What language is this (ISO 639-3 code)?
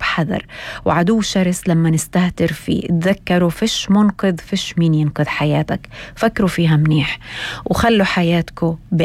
apc